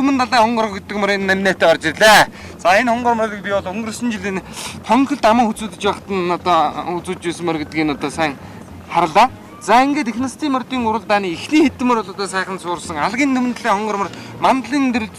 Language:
Mongolian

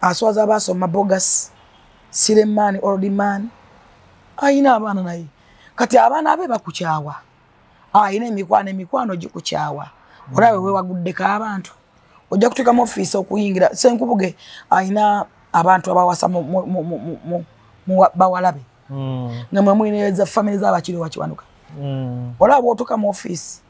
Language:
Ganda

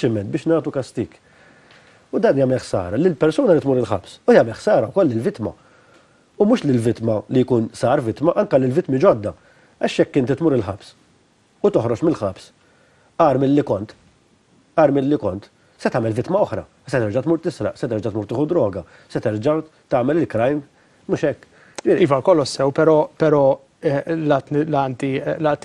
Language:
Maltese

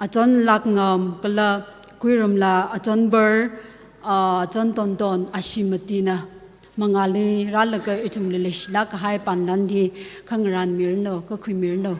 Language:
Tangkhul Naga (India)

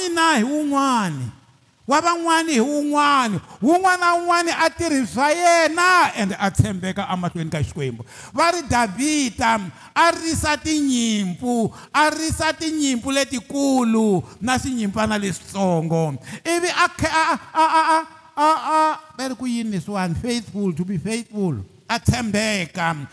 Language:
Tsonga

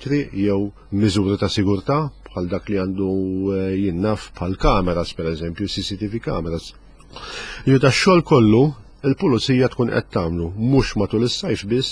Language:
Maltese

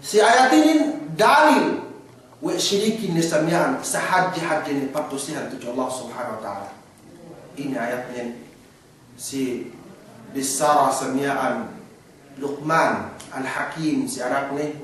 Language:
Yakan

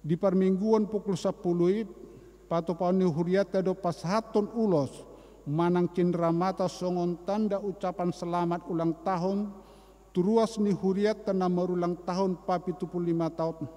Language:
Batak Toba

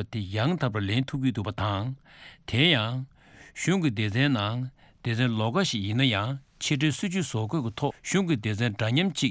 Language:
Tibetan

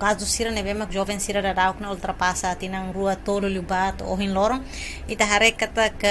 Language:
Tetum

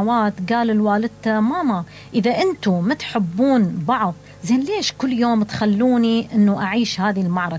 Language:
Mesopotamian Arabic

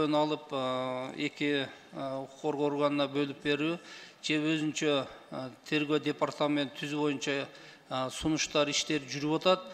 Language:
Kyrgyz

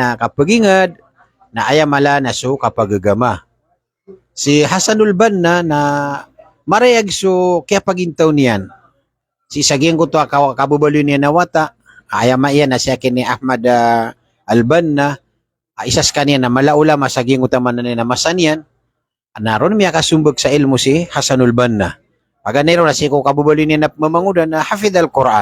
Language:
Maranao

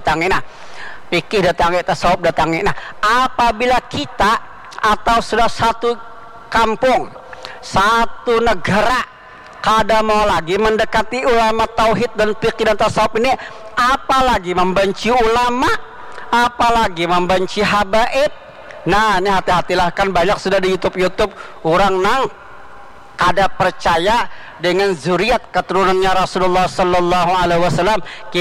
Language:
Banjar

